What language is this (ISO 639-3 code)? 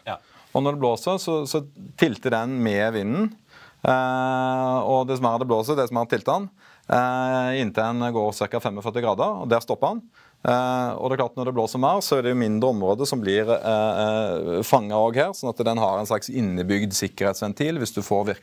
nor